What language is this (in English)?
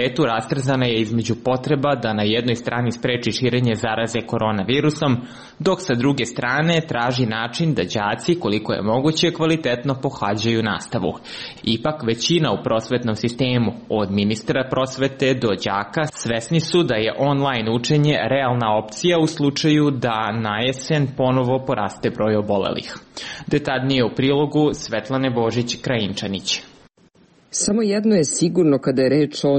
Serbian